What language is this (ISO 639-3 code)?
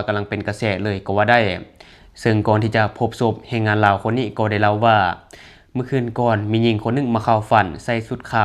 lao